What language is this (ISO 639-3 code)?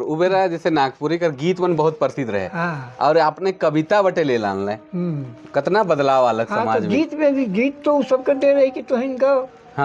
sck